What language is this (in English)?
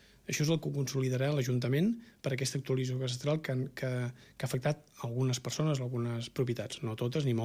Catalan